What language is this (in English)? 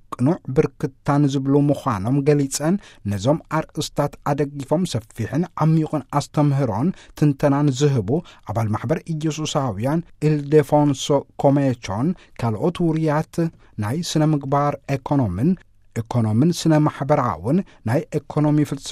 Tigrinya